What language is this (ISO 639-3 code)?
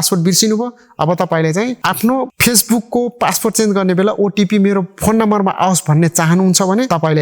nep